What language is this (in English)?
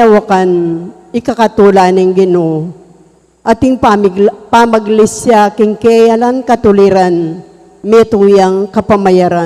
Pampanga